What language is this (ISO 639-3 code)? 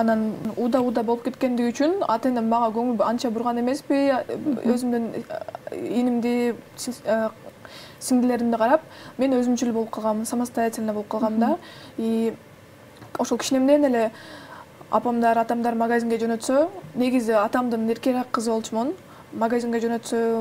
kir